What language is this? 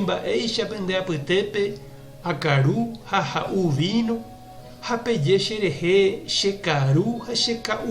Guarani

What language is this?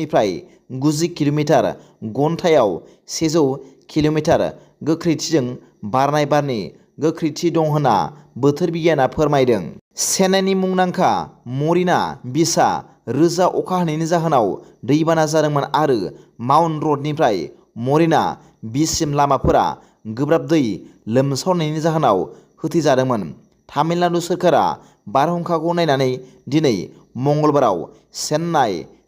Bodo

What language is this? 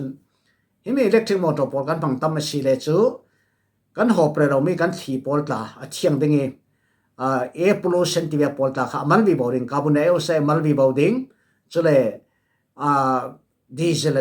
Falam Chin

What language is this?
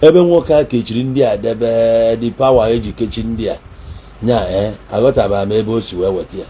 Igbo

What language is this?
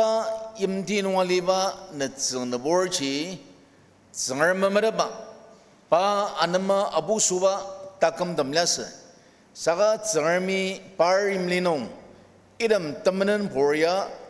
Ao Naga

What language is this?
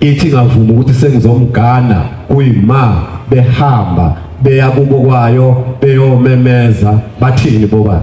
Zulu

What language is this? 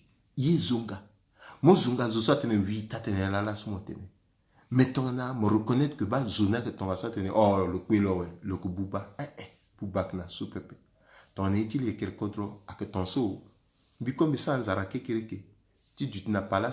Sango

